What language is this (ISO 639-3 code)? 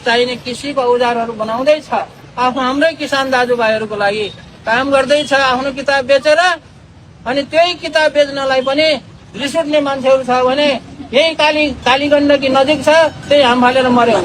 nep